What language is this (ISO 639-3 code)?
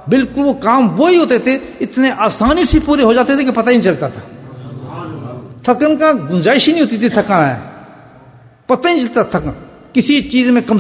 urd